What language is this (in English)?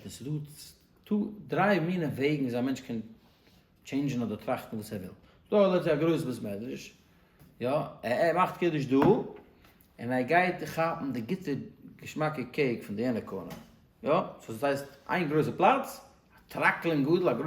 Yiddish